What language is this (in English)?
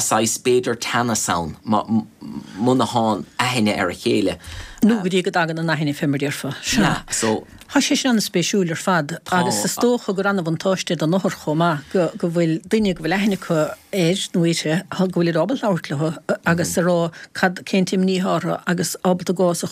Irish